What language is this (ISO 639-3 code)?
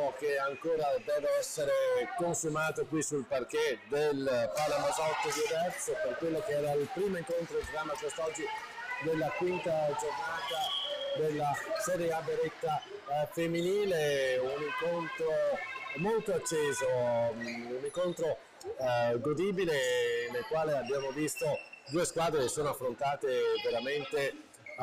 ita